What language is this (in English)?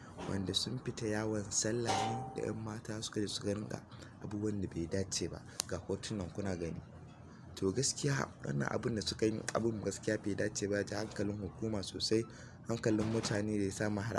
Hausa